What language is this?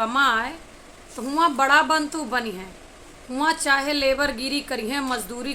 Awadhi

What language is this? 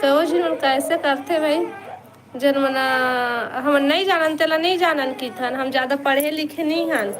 Chhattisgarhi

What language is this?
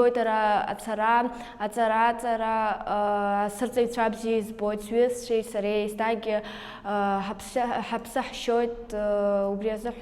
Abkhazian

